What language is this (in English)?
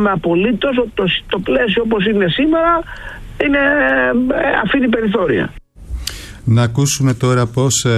Greek